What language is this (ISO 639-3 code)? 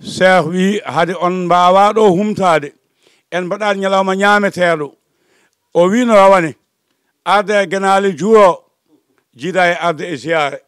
ful